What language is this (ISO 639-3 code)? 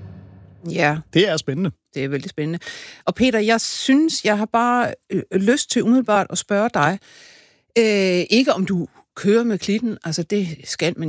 dan